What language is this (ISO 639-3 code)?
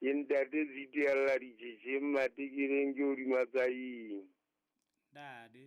sot